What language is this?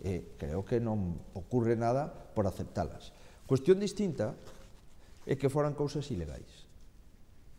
Galician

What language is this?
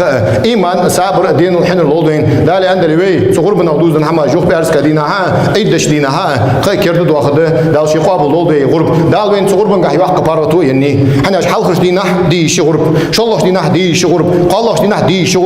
Ingush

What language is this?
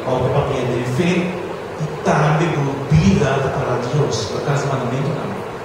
Papiamento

